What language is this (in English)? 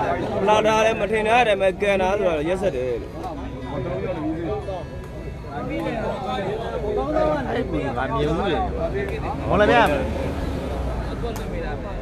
Burmese